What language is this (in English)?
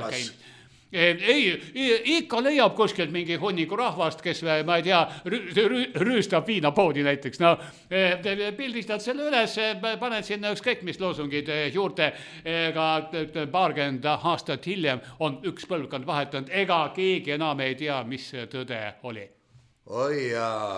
Estonian